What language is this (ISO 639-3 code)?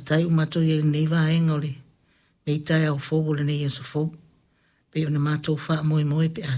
smo